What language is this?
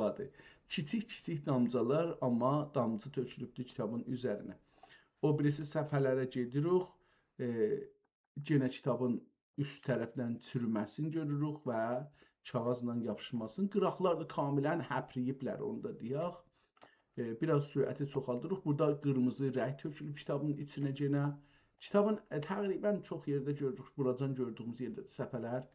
South Azerbaijani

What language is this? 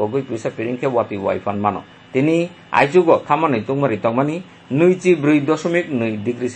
Kok Borok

